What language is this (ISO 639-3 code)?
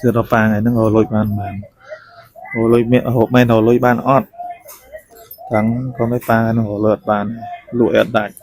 khm